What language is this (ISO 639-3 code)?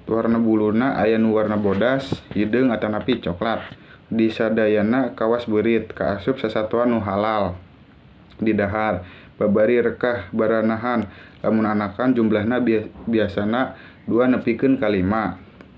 sun